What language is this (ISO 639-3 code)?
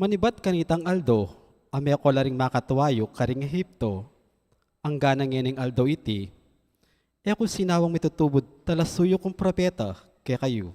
pam